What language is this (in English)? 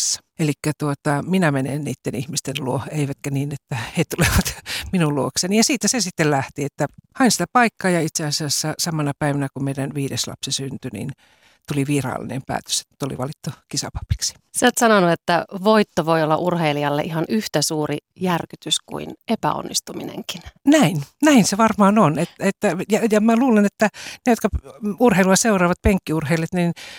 Finnish